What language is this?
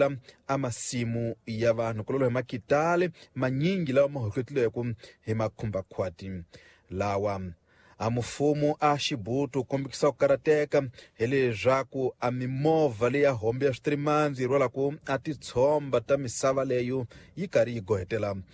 Tsonga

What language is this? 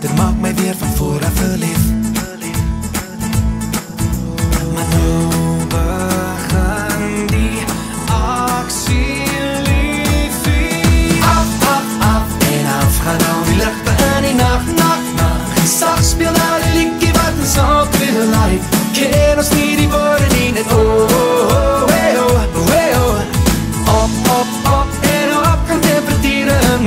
Afrikaans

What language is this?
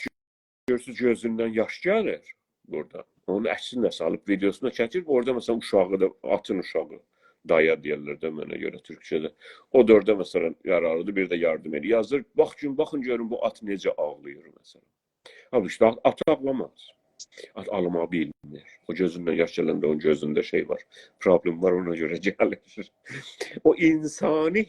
South Azerbaijani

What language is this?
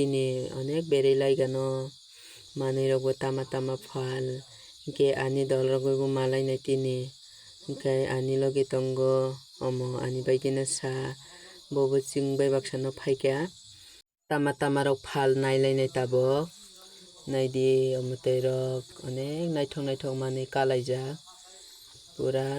Kok Borok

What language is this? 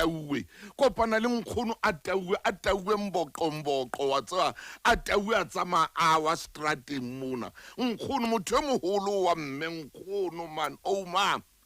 Southern Sotho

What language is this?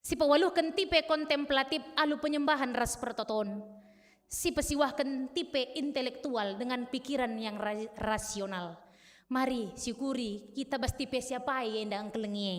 Batak Karo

